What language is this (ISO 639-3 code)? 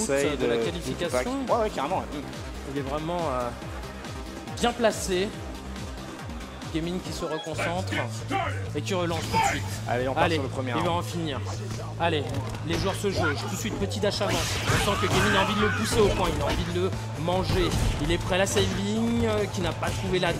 fra